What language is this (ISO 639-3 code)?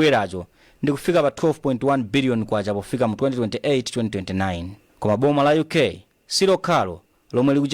nya